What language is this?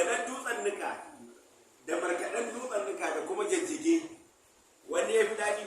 Hausa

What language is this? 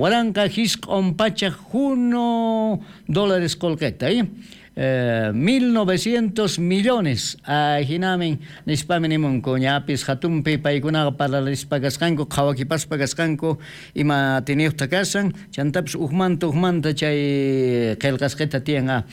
South Bolivian Quechua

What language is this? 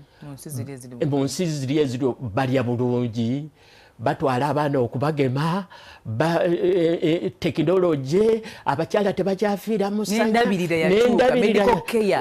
Ganda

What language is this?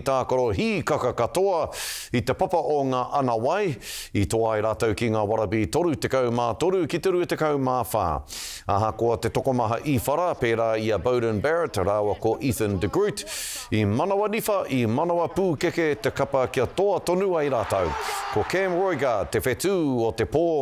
Māori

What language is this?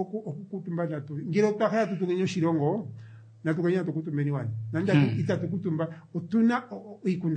Kuanyama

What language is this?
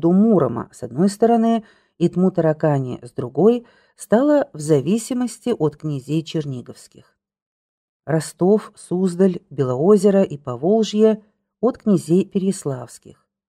Russian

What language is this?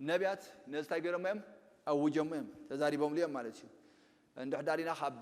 Tigrinya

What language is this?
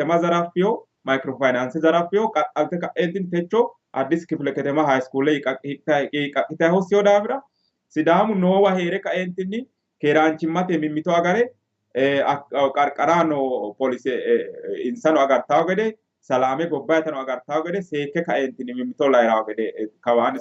Sidamo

